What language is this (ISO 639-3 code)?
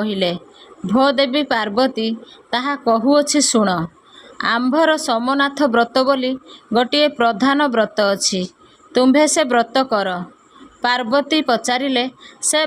ori